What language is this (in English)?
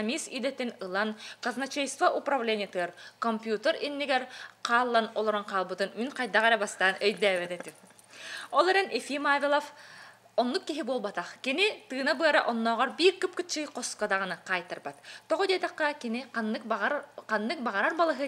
Yakut